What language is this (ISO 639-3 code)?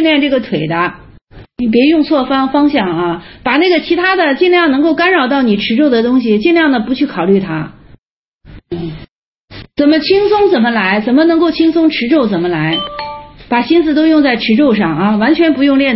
zho